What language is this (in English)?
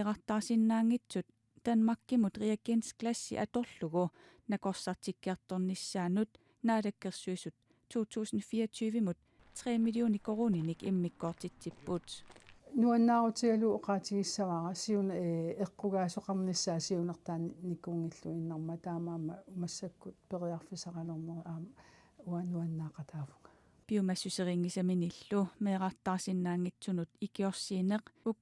Kalaallisut